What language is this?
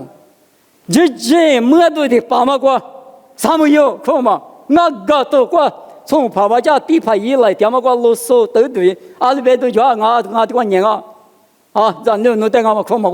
Lisu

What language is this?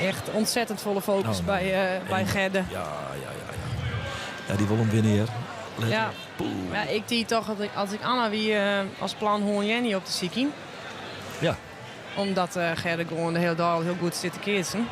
Western Frisian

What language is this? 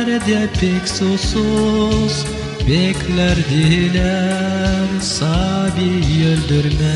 Gagauz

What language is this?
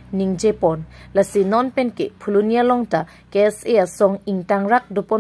Karbi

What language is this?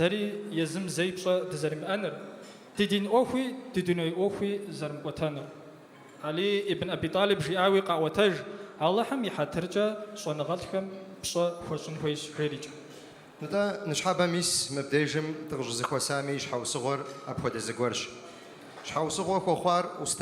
Kabardian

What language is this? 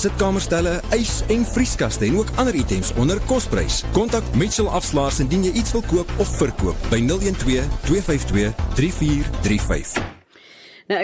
Afrikaans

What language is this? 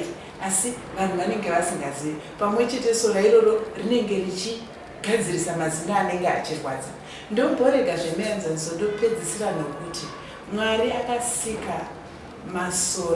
Shona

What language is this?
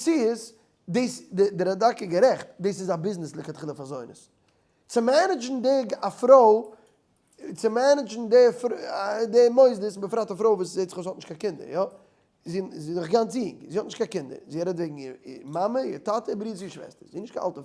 Yiddish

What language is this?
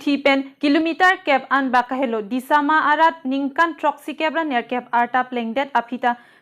Karbi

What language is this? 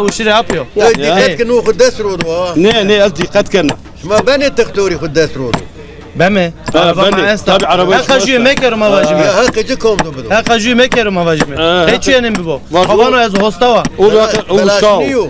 Zaza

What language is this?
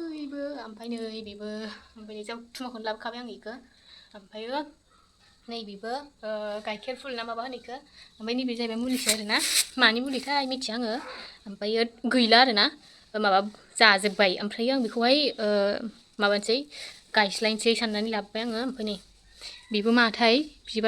Bodo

